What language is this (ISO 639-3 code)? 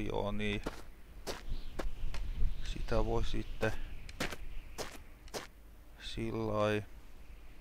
fin